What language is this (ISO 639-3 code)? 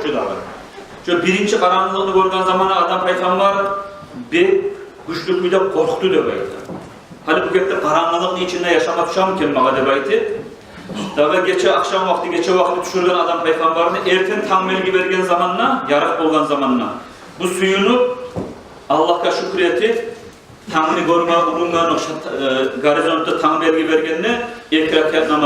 kum